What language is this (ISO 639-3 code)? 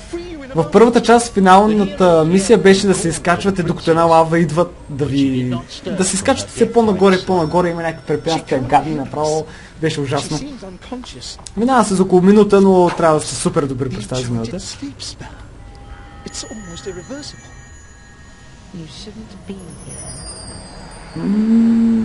bul